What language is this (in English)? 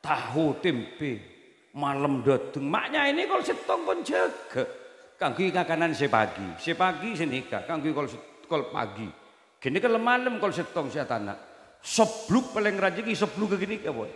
Madurese